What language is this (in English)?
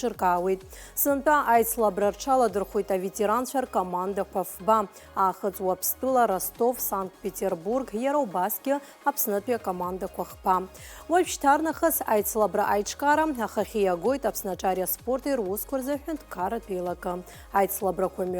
Abkhazian